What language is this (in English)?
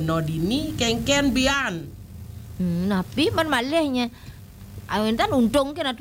Balinese